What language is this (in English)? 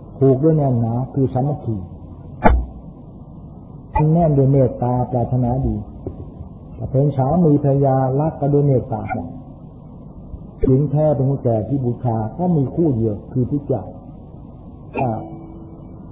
Thai